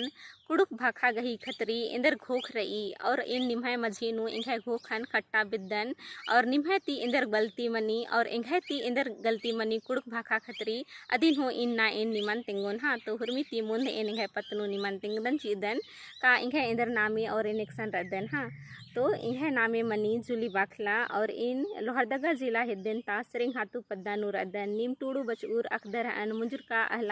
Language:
Kurukh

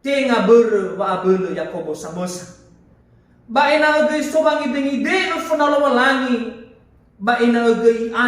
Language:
Nias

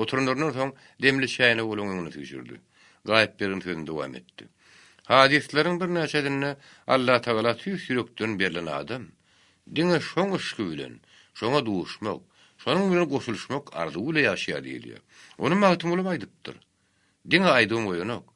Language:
Turkmen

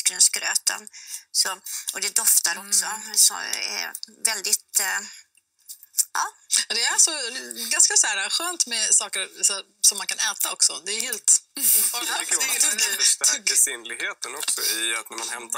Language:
Swedish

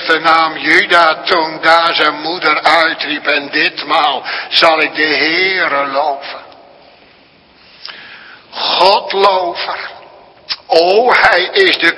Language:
Dutch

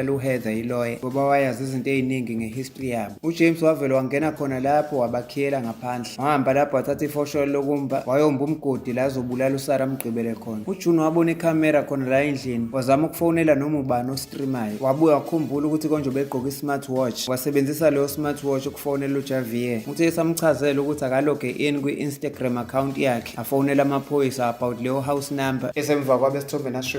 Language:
Zulu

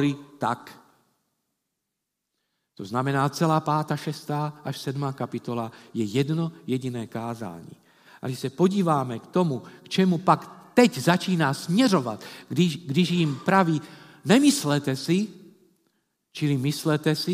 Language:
Czech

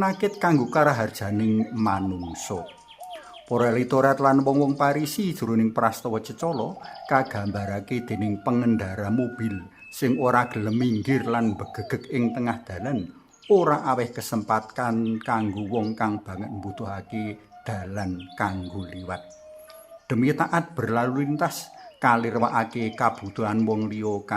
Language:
Javanese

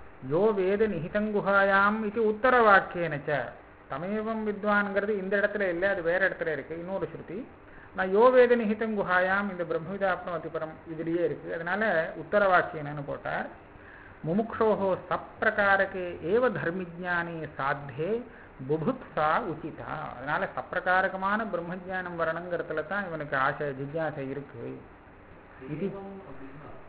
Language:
Tamil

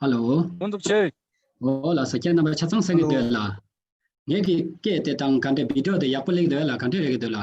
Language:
Tibetan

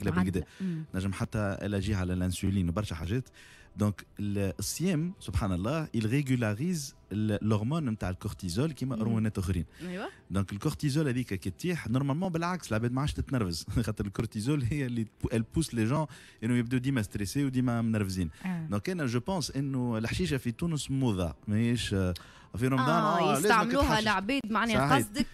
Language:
Tunisian Arabic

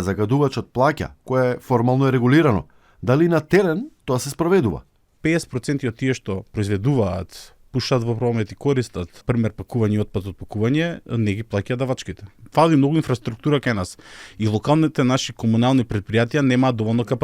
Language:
Macedonian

